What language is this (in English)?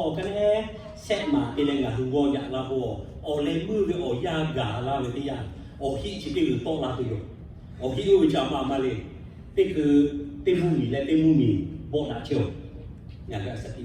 Lahu